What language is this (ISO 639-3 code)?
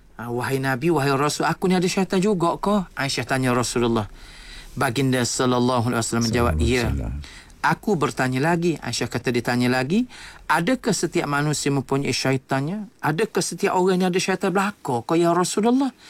msa